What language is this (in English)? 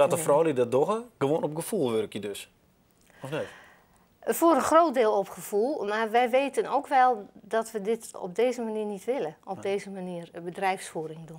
Western Frisian